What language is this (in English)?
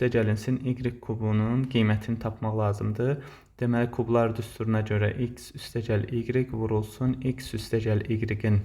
Azerbaijani